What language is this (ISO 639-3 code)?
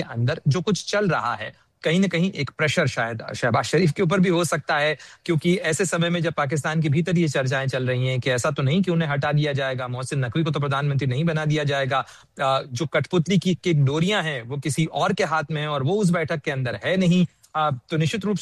hin